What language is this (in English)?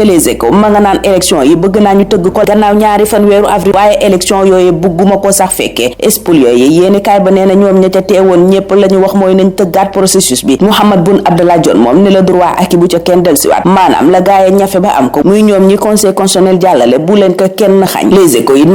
Wolof